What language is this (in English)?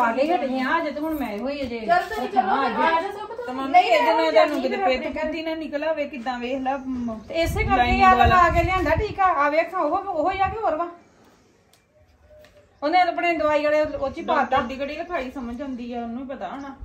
Punjabi